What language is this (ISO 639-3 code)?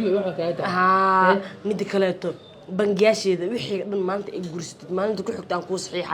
som